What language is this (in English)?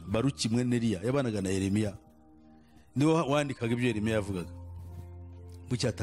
Kinyarwanda